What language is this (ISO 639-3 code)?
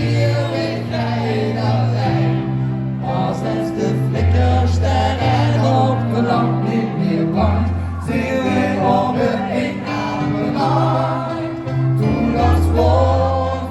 lim